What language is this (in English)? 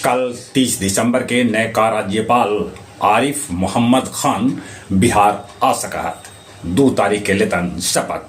Magahi